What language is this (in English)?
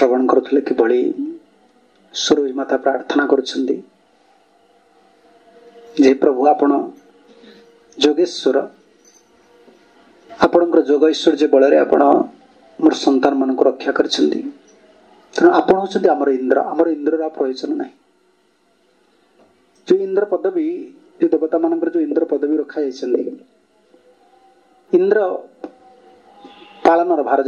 Odia